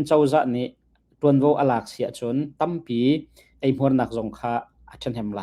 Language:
Hakha Chin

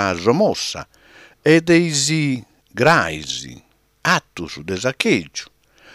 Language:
Sardinian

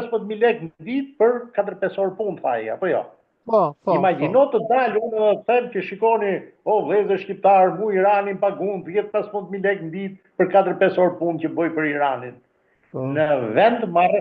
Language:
Albanian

